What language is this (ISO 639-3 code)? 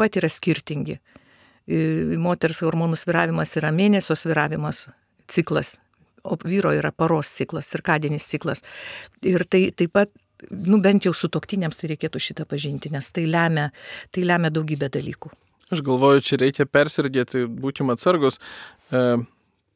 lit